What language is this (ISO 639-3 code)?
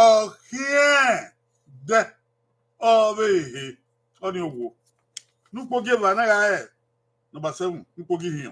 bin